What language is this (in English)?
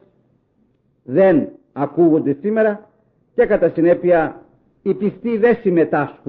Greek